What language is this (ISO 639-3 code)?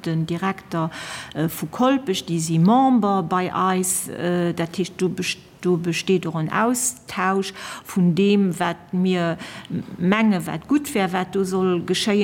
ltz